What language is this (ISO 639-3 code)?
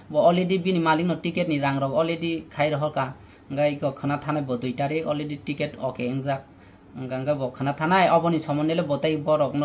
trp